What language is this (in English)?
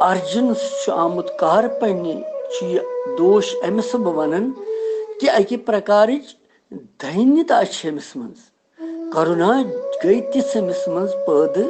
Kashmiri